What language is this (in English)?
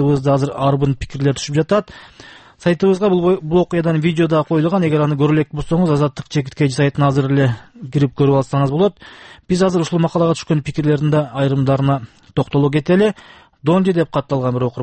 Kyrgyz